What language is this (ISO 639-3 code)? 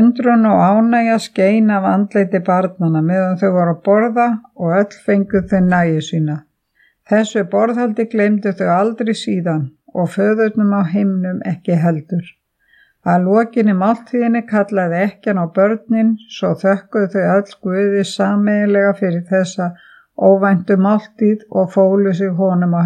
isl